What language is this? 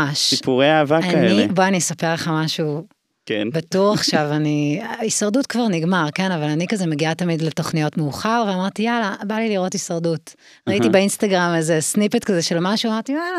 Hebrew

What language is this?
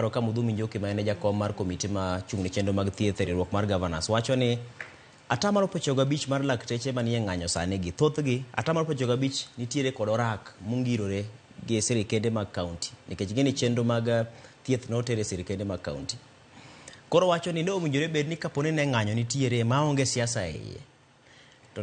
Luo (Kenya and Tanzania)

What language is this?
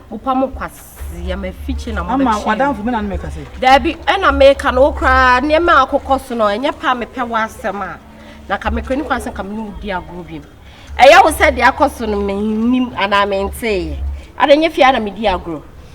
Akan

